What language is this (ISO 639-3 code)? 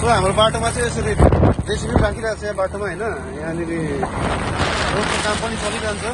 nep